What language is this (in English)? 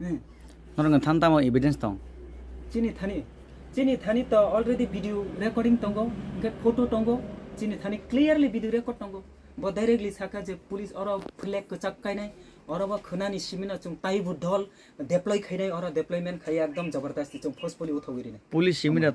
Kok Borok